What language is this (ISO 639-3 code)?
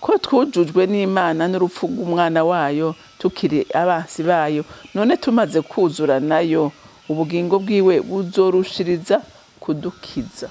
run